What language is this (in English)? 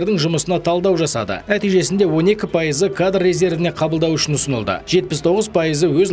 Kazakh